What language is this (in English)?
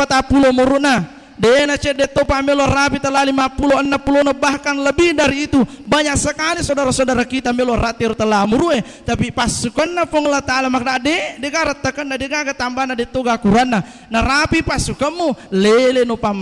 Buginese